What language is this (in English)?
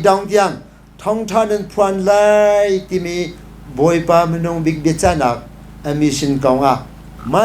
Hakha Chin